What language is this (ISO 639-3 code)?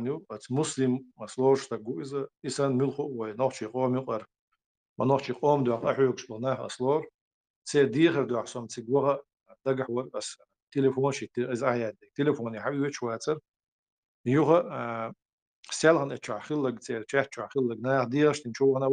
che